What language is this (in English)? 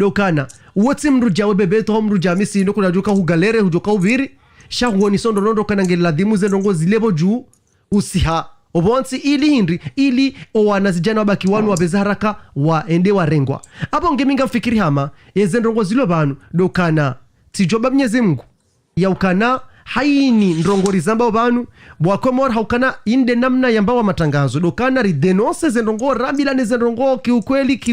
Ngazidja Comorian